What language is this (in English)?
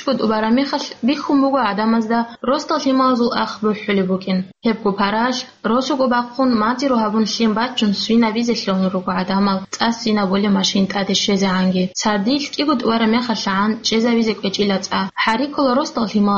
Avaric